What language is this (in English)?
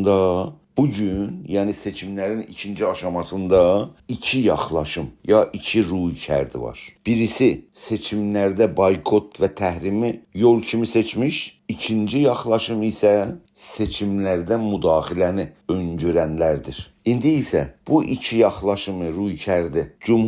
South Azerbaijani